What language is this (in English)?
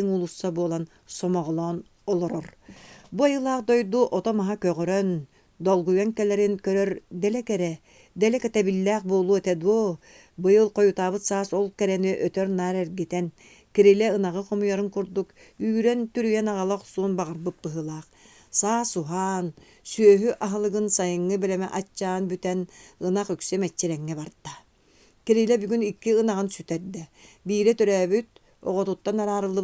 Yakut